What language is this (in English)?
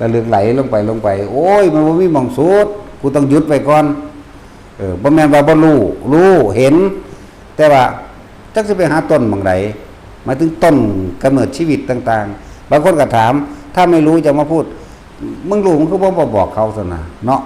Lao